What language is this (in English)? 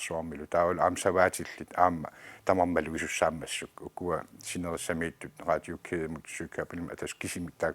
Kalaallisut